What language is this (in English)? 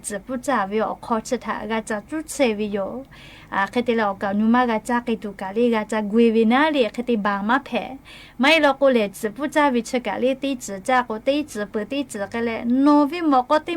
Lahu